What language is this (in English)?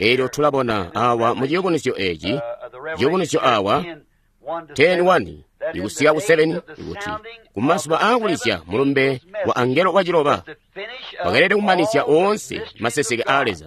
Tonga (Zambia)